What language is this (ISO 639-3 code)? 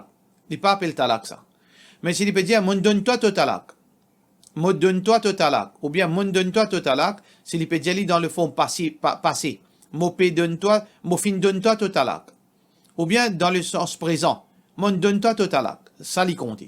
mfe